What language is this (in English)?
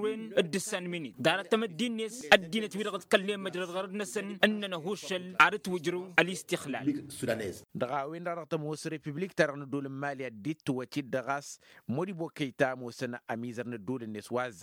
Tamasheq